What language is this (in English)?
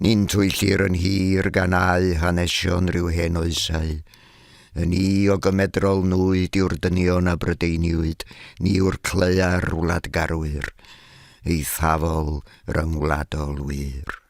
Welsh